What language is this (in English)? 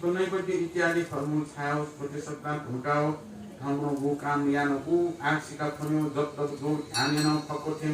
Newari